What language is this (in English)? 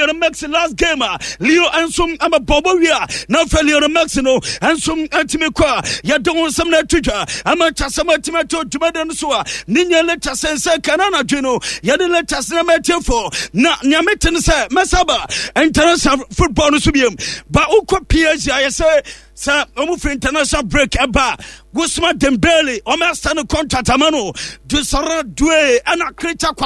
Akan